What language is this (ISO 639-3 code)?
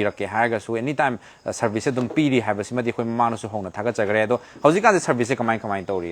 mni